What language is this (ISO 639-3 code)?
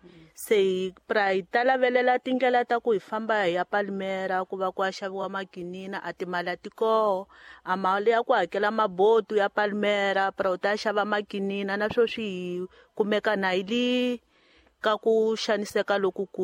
tso